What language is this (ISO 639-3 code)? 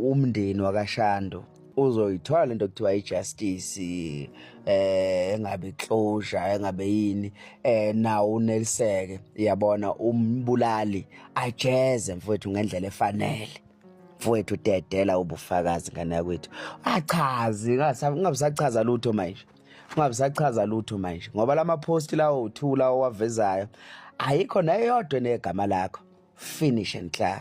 zul